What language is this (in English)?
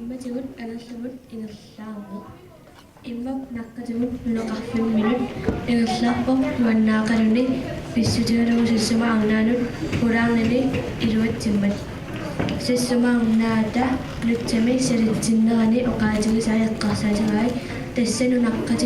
Kalaallisut